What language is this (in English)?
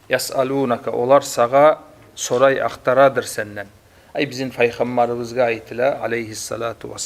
Kumyk